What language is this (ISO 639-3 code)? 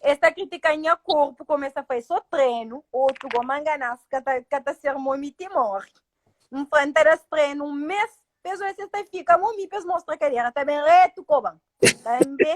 kea